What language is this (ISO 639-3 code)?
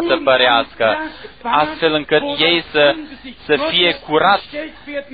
ron